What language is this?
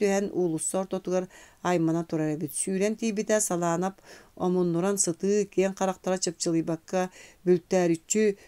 Yakut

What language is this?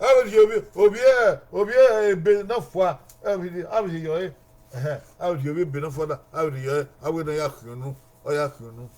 Bini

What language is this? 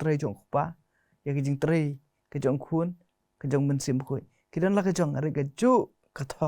Khasi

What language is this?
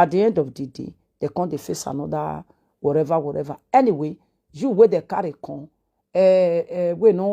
Nigerian Pidgin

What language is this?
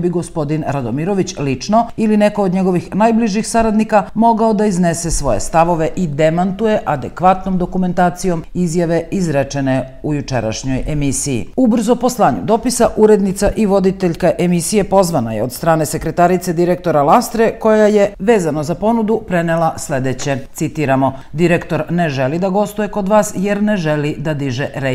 Serbian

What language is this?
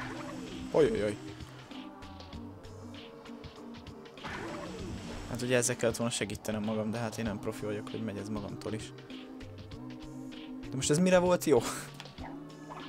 Hungarian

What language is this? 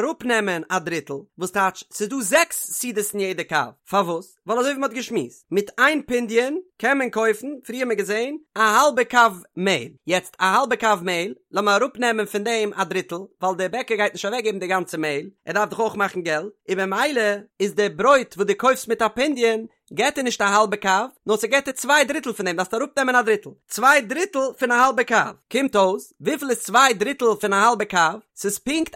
Yiddish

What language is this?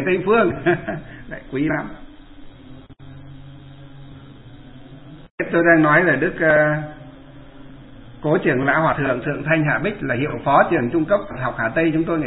Vietnamese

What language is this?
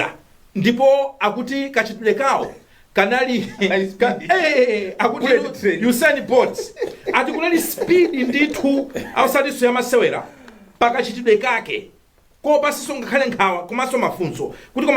Nyanja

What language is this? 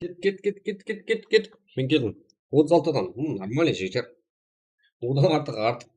Kara-Kalpak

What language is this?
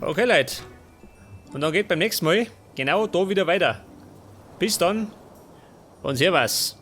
Bavarian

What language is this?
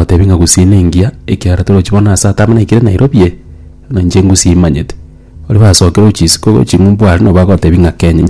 Gusii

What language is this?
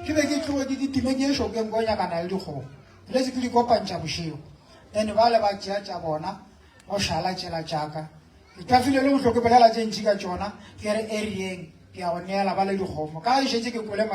Northern Sotho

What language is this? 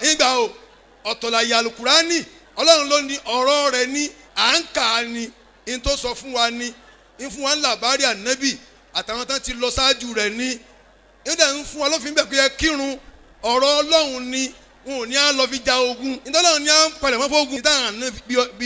Yoruba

